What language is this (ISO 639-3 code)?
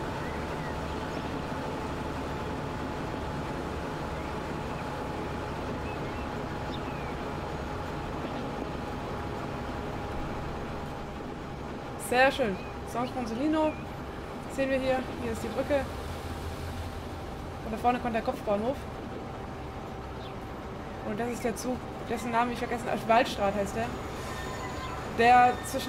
deu